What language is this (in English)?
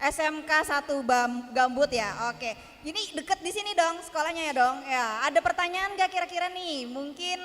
Banjar